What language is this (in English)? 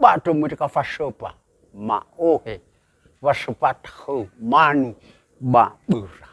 Nias